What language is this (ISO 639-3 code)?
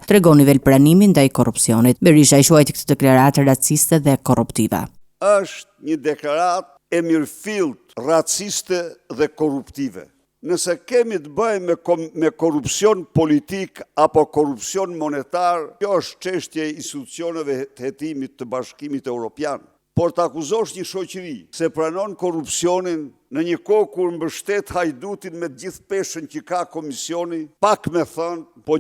sqi